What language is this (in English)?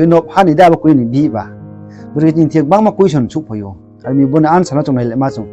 Riang (India)